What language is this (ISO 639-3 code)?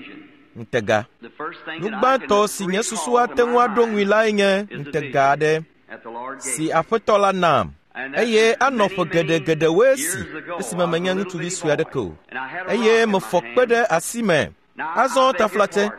ewe